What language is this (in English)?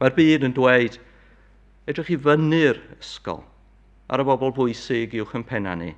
Welsh